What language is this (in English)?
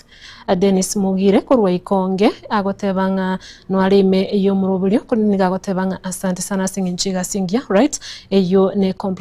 Gusii